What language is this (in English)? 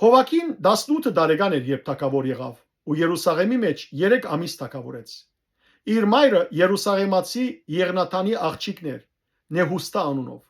Western Armenian